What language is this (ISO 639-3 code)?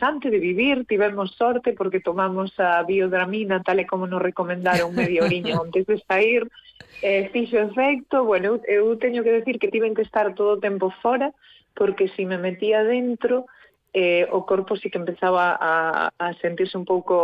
glg